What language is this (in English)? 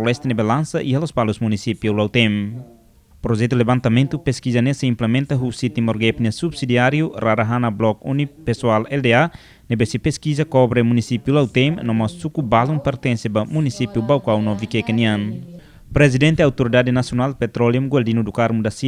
Tetum